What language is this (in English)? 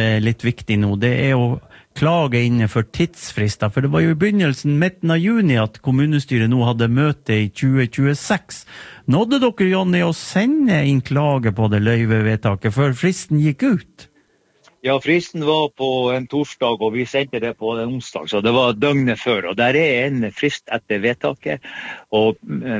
Norwegian